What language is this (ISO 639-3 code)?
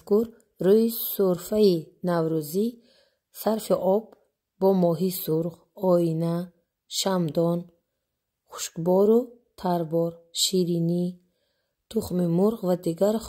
tgk